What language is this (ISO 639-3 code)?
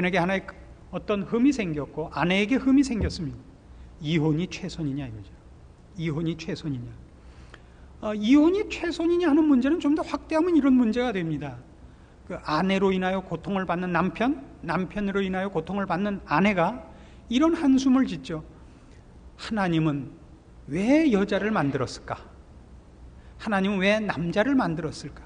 kor